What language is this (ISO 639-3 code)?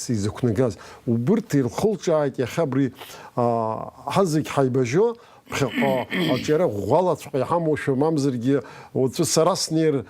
abk